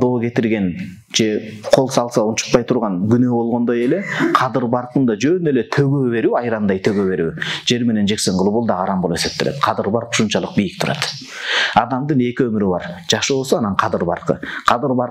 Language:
Kyrgyz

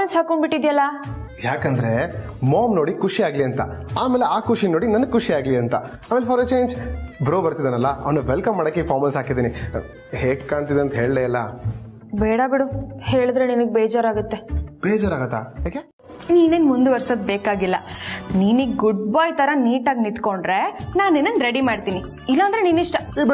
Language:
Kannada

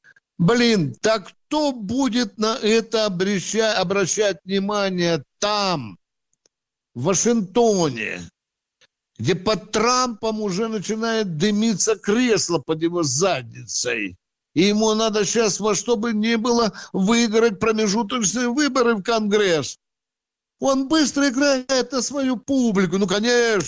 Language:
Russian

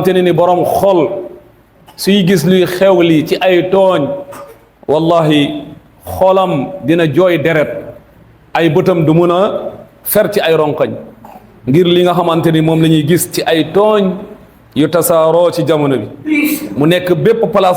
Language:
Wolof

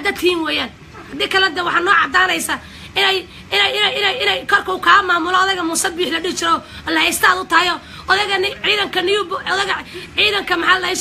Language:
Somali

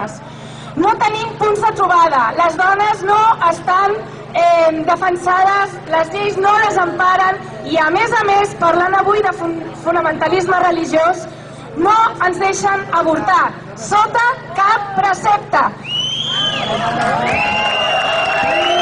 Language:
Catalan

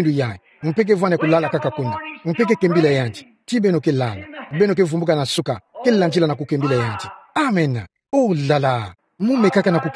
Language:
Kituba (Democratic Republic of Congo)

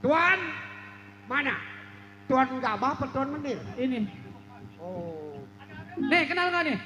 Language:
Betawi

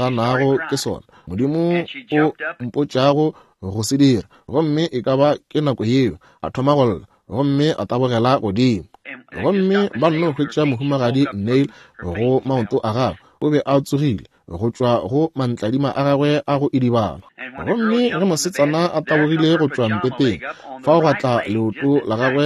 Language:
Northern Sotho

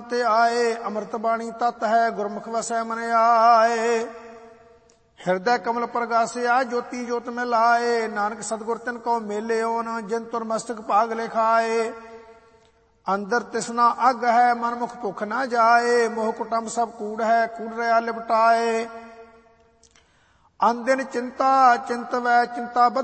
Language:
Punjabi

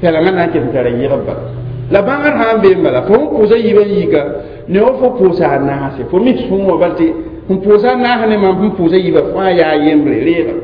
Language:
Mossi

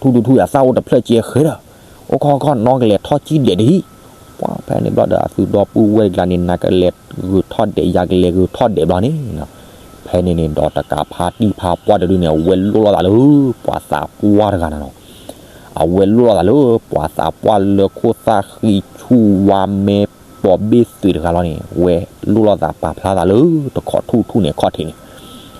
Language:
S'gaw Karen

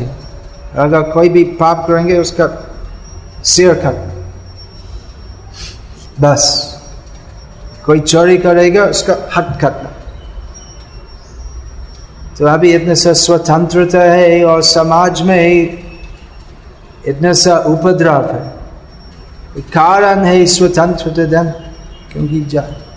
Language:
Hindi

